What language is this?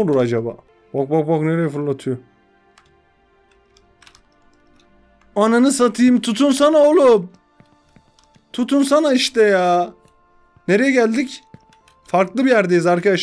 Turkish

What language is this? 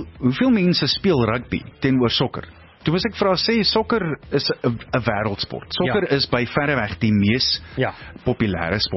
Afrikaans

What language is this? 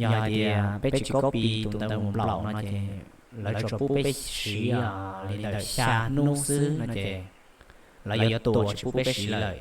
Hmong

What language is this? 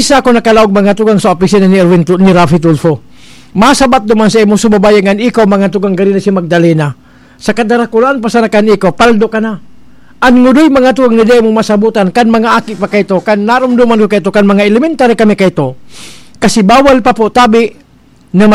Bikol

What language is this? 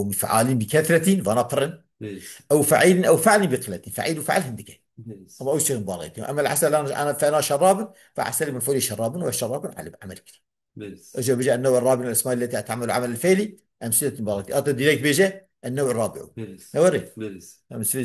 Kurdish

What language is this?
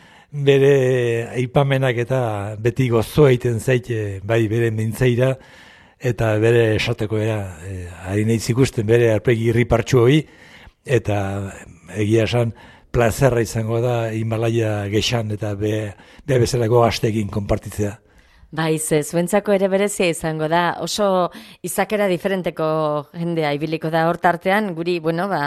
Basque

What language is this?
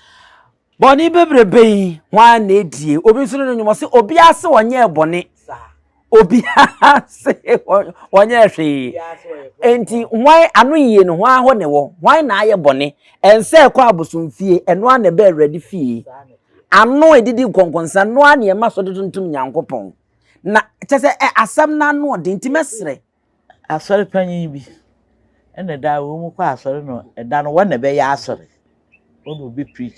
Akan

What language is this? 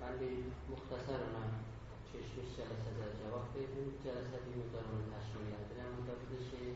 South Azerbaijani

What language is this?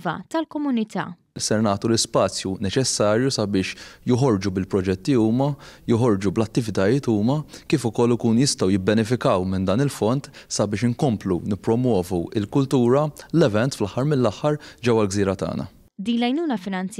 Maltese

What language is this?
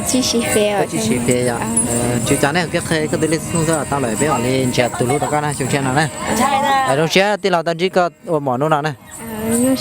Hmong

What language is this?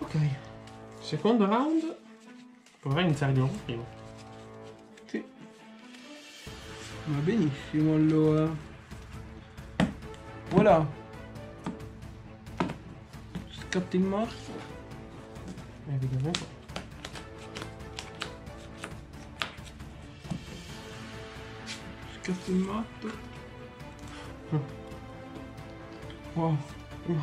Italian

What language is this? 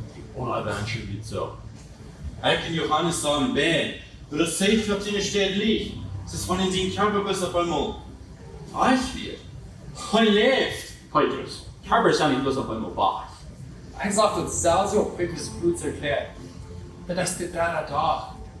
Plautdietsch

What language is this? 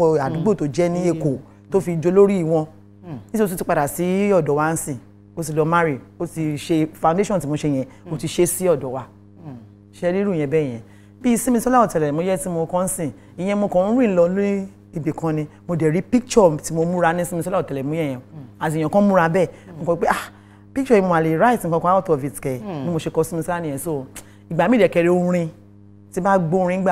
Yoruba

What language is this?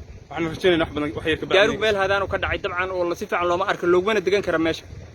Somali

